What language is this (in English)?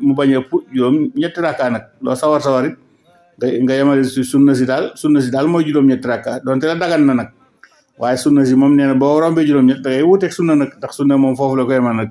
Wolof